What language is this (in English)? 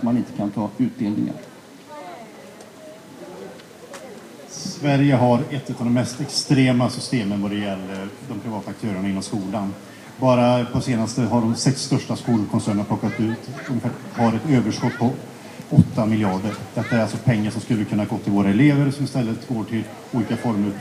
Swedish